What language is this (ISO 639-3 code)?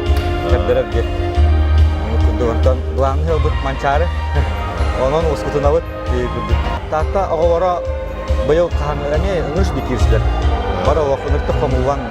sah